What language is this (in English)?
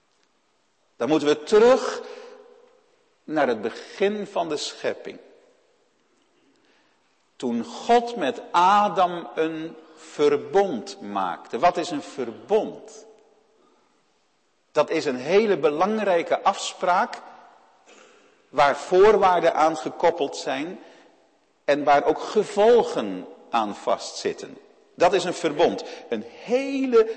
Dutch